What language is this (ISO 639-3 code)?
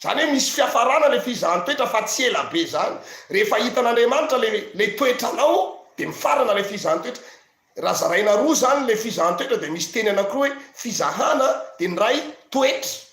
mlg